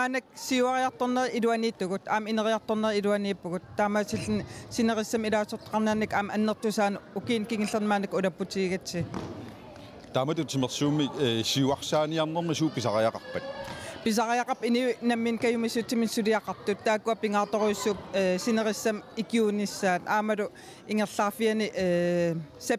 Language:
Kalaallisut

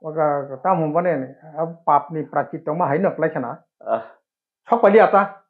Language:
Kok Borok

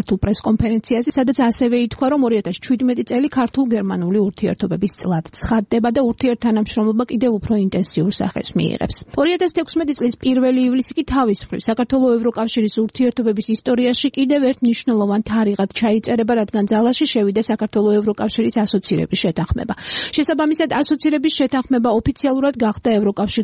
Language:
Georgian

